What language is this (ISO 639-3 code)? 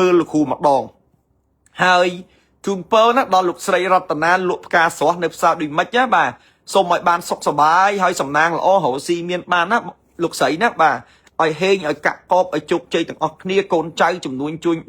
khm